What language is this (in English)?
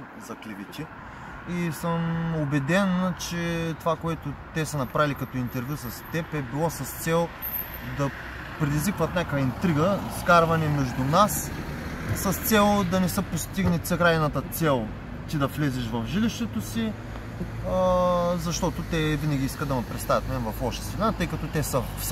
Bulgarian